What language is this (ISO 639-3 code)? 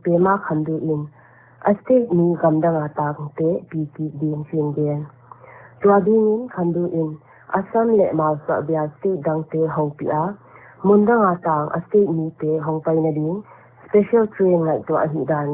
pck